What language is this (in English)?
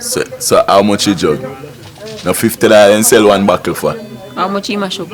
Jamaican Creole English